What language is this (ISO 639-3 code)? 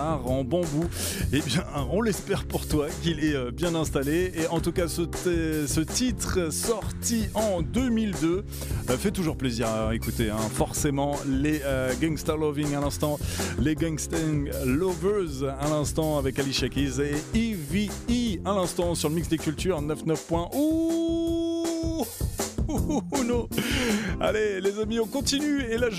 fra